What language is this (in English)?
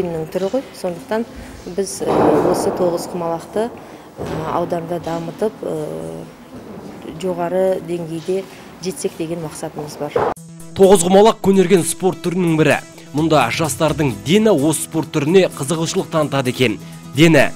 Kazakh